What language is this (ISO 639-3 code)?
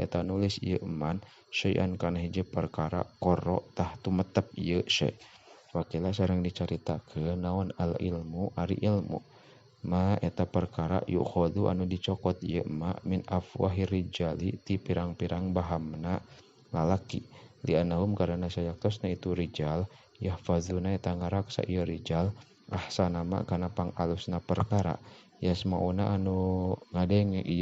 sun